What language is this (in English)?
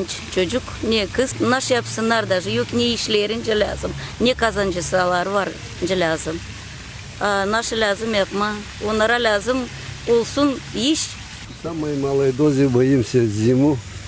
Gagauz